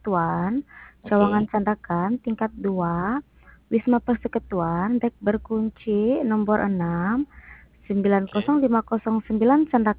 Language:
Sabah Malay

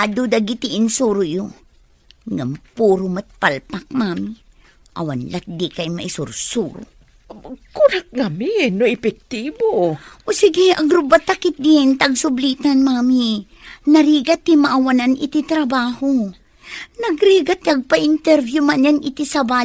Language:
Iloko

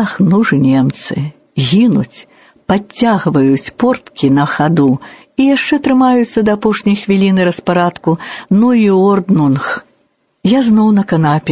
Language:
Belarusian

